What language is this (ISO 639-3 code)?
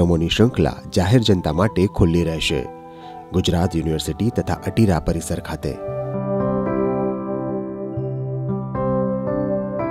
guj